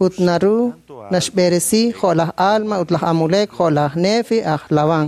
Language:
Kekchí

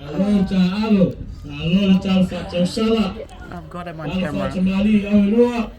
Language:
Samoan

